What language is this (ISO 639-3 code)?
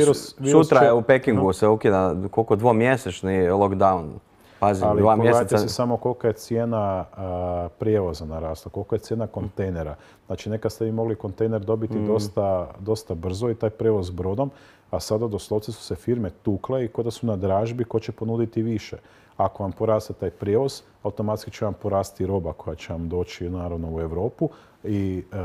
hrv